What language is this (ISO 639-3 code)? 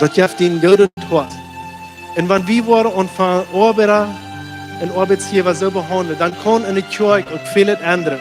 pdt